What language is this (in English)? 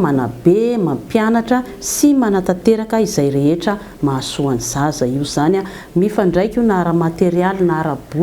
Malagasy